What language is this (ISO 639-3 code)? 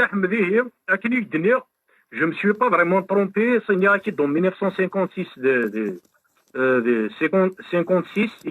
kab